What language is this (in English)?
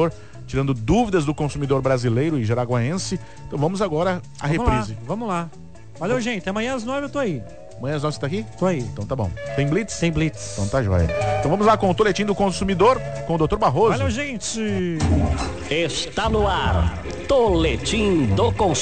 Portuguese